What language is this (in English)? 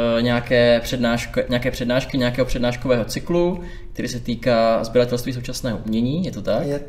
Czech